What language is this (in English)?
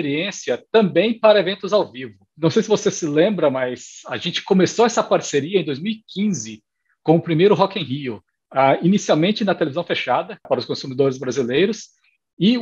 Portuguese